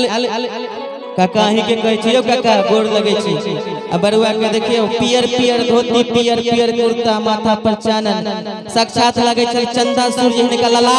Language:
Maithili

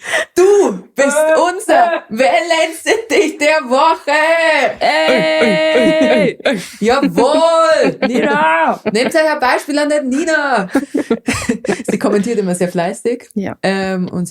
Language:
Bavarian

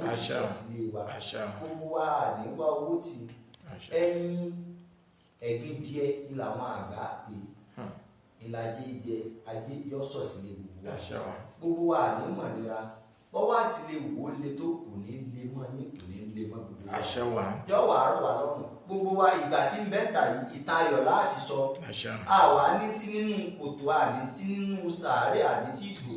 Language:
Yoruba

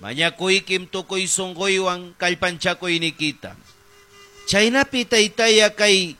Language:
Ayacucho Quechua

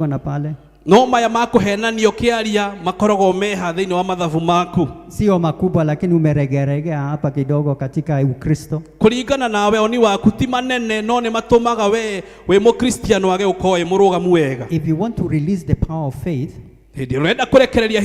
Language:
Kikuyu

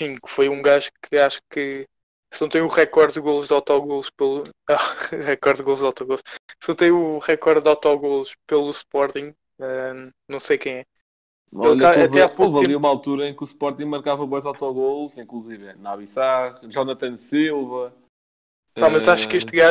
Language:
Portuguese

